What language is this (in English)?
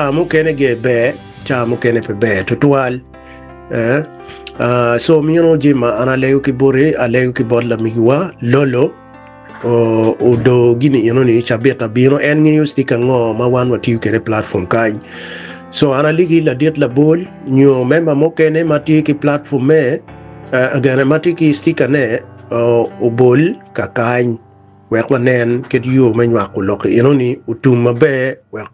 Acoli